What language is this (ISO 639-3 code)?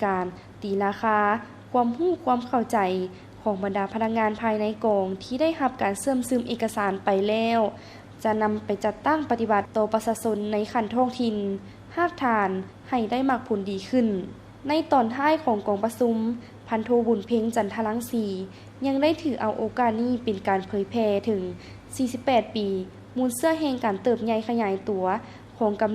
lao